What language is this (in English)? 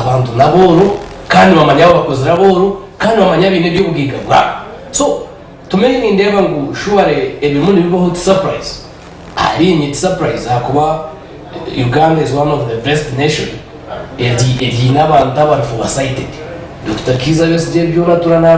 Nyankole